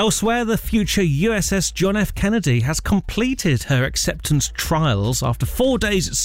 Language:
English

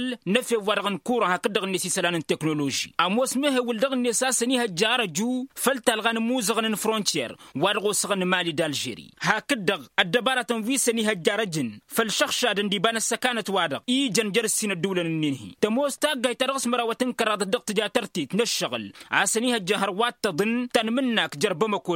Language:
Tamasheq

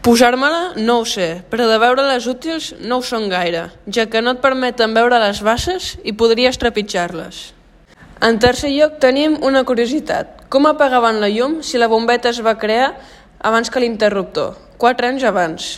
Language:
Catalan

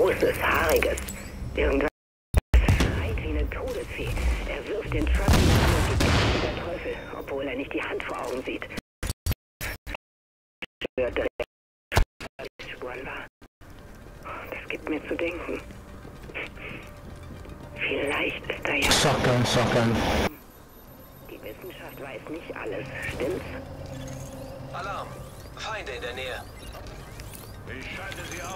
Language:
German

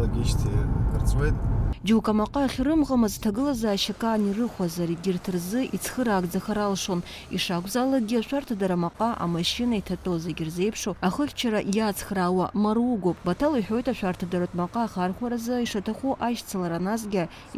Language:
Abkhazian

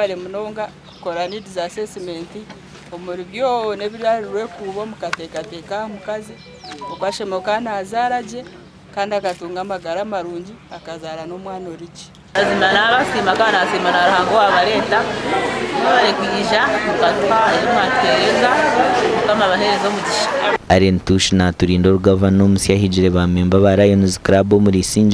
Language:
Nyankole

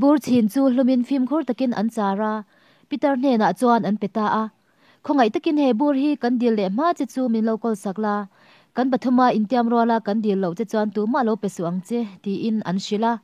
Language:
Mizo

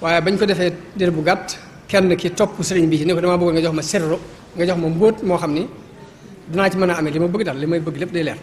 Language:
Wolof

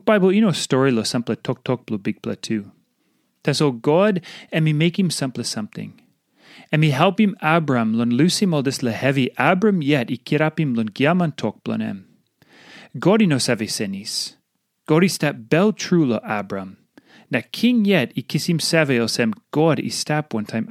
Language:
Tok Pisin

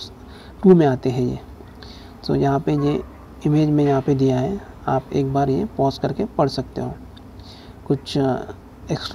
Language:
Hindi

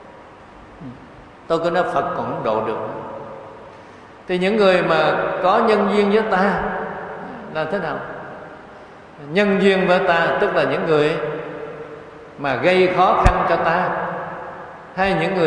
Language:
Vietnamese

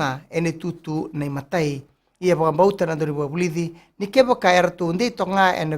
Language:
Fijian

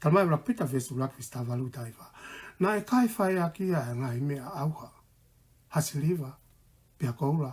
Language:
Tongan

